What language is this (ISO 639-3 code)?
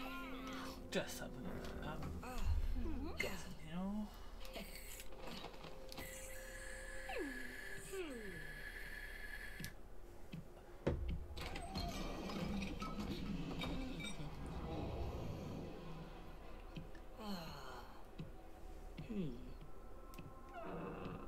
eng